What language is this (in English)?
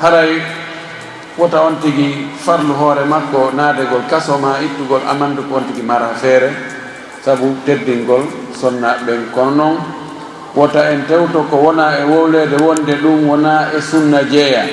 Fula